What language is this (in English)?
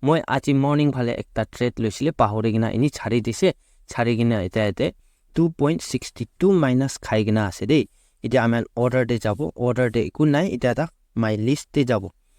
Naga Pidgin